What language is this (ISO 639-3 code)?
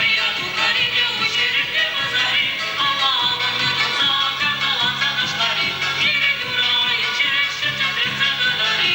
chv